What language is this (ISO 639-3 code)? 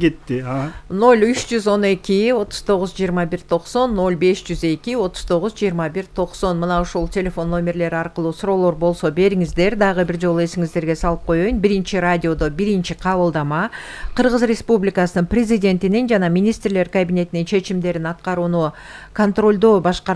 kir